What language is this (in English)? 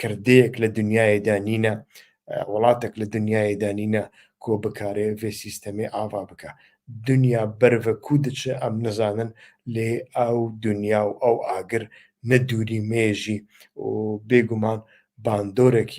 Central Kurdish